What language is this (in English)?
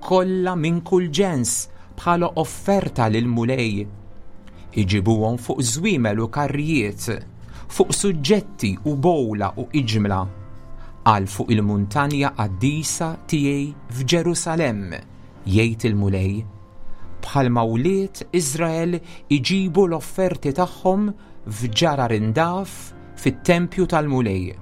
Maltese